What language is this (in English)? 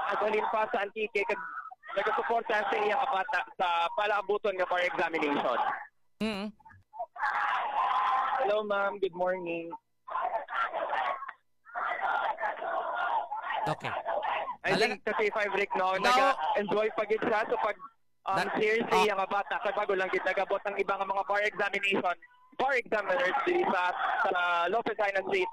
Hiligaynon